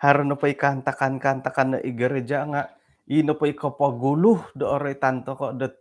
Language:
Central Dusun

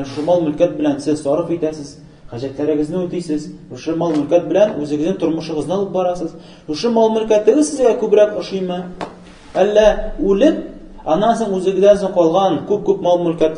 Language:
Tatar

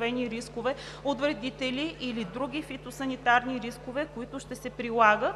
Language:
Bulgarian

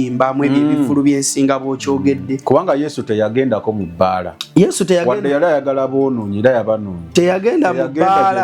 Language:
Ganda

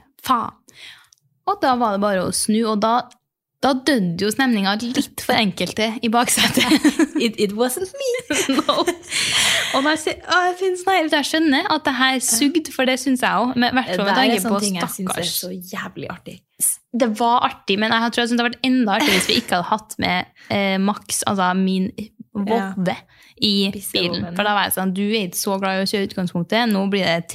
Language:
Norwegian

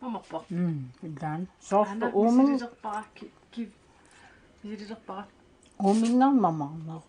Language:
Kalaallisut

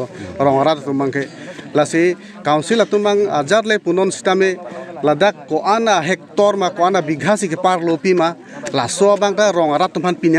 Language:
Karbi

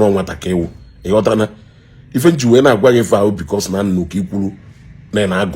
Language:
Igbo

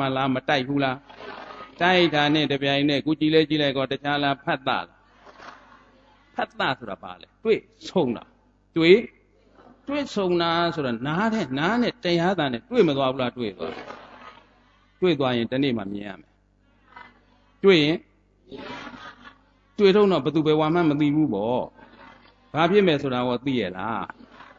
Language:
Burmese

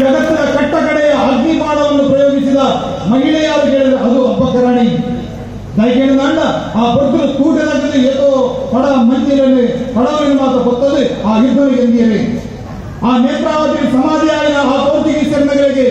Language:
Tulu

